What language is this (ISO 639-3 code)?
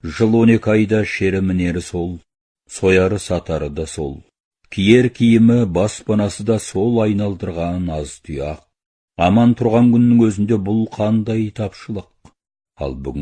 kaz